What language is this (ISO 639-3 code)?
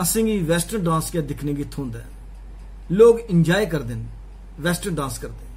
doi